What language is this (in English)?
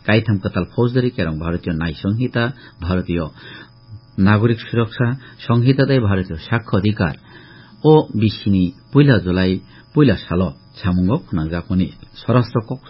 Kok Borok